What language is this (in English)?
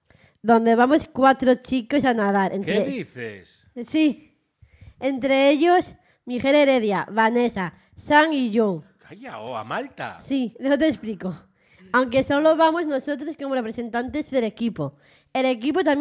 Spanish